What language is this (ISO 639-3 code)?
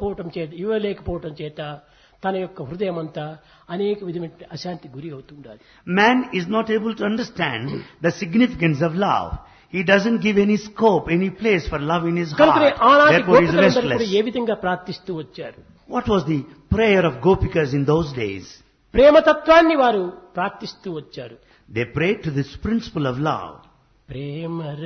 tel